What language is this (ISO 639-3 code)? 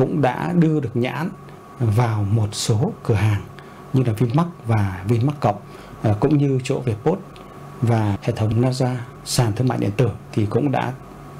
vie